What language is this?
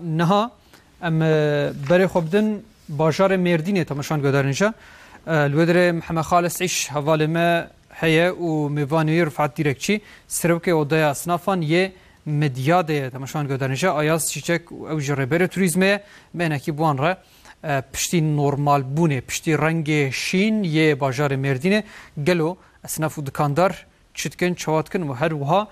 Kurdish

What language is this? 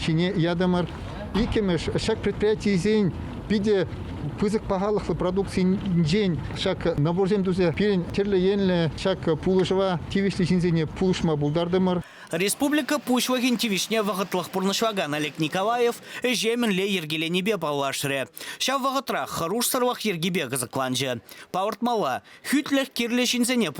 Chuvash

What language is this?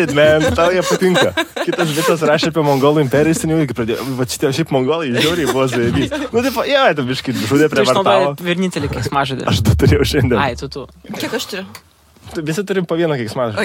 Lithuanian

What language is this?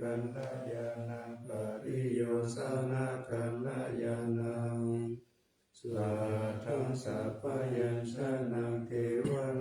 Pali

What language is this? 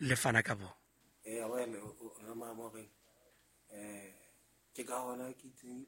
Southern Sotho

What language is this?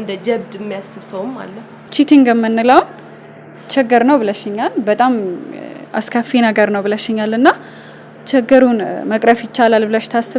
Amharic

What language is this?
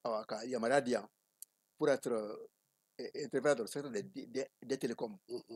Bambara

